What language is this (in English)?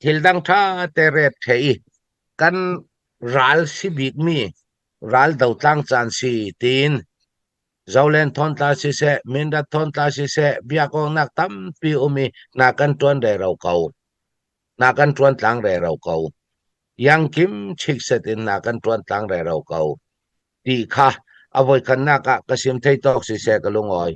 Falam Chin